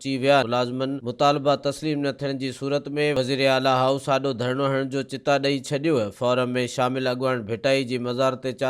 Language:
Sindhi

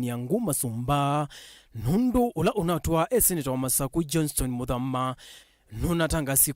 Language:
Kamba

